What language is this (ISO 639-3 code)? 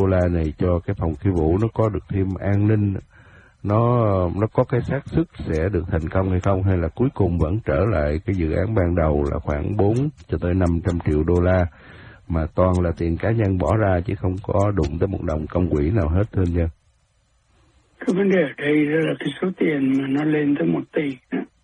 vie